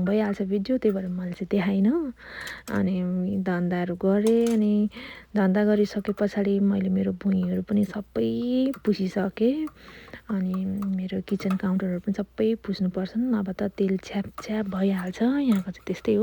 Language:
Nepali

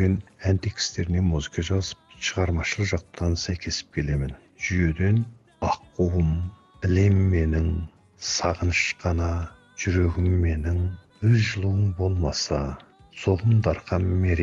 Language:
Kazakh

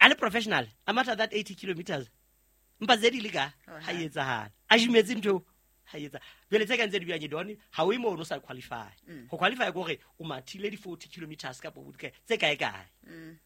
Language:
Southern Sotho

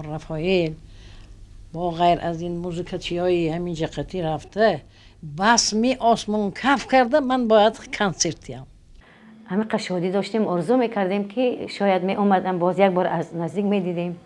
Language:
Tajik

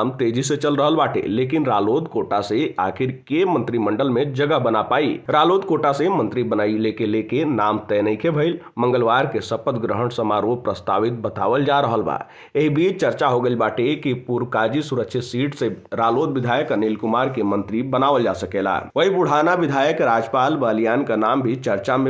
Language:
Bhojpuri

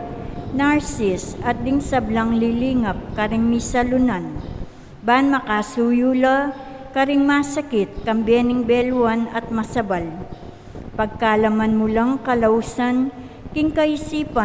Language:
Pampanga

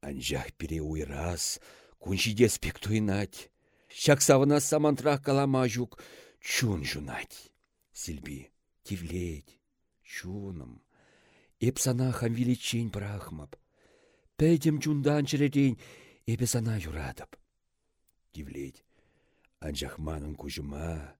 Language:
Chuvash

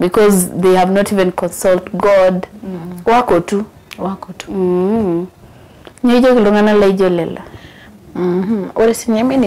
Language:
Masai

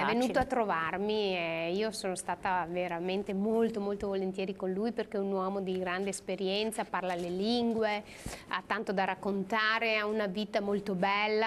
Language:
Italian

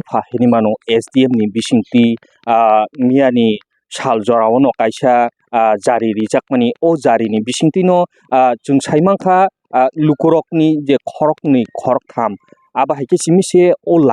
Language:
Kok Borok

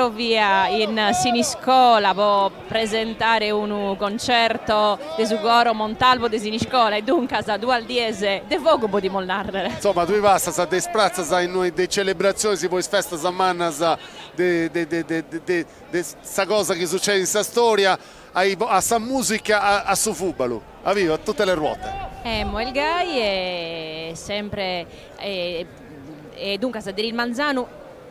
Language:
Sardinian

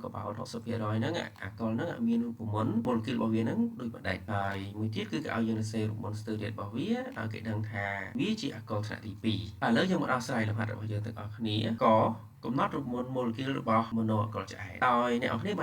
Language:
Khmer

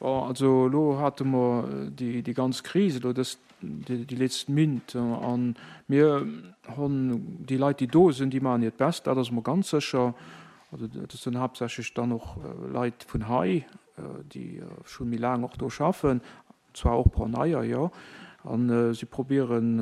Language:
Luxembourgish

